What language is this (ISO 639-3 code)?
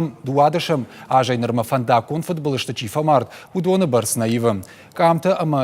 oss